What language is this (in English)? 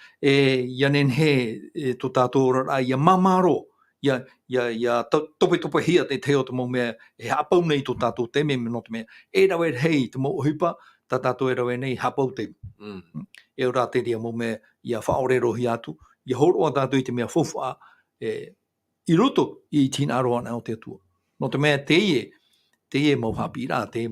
Tahitian